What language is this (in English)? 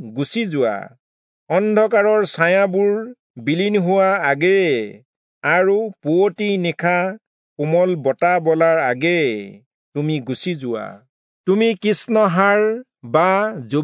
Assamese